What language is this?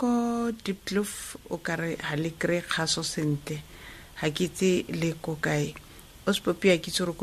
Tswana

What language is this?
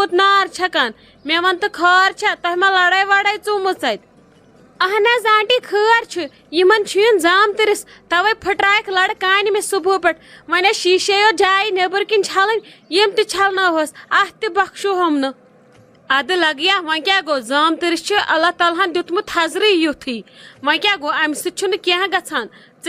Kashmiri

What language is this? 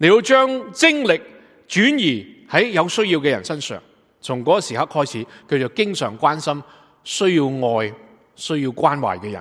Cantonese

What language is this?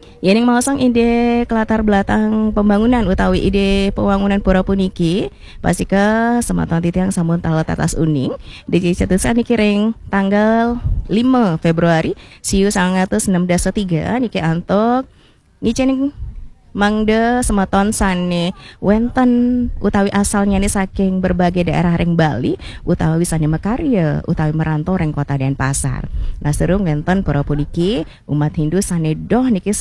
Balinese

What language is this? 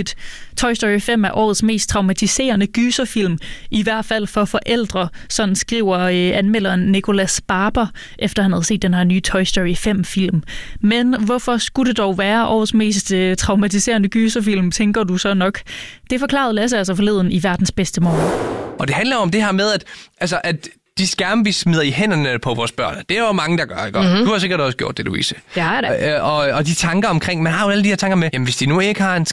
Danish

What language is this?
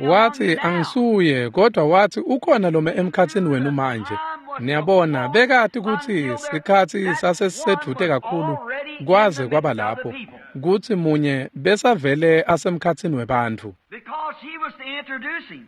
Swati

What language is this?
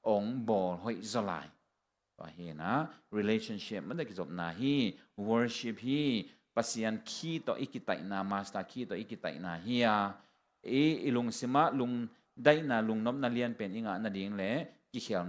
Tedim Chin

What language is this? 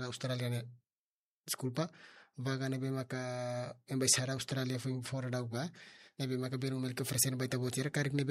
Tetum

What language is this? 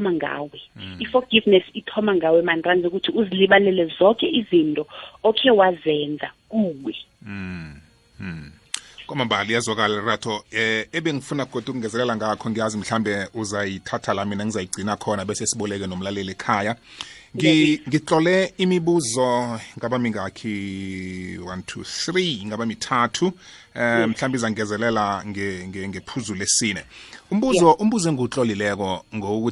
South Ndebele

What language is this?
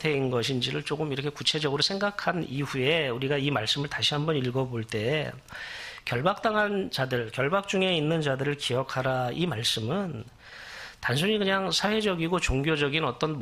Korean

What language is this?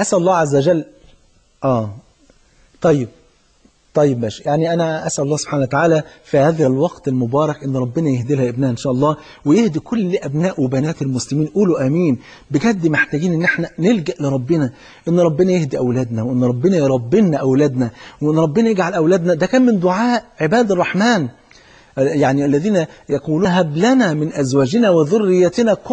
Egyptian Arabic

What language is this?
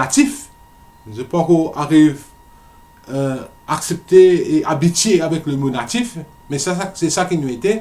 Morisyen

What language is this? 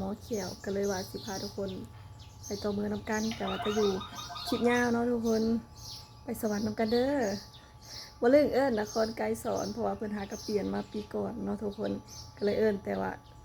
Lao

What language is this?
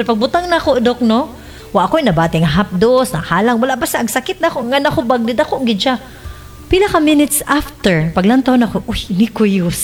Cebuano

